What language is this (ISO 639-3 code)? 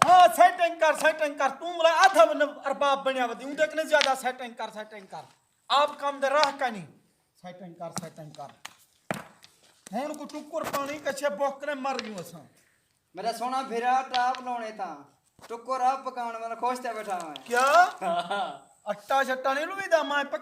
skr